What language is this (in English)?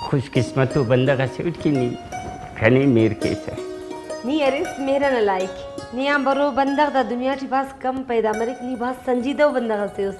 Brahui